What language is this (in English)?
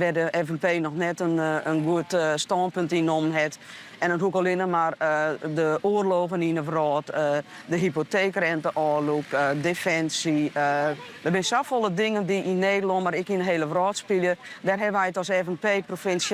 Western Frisian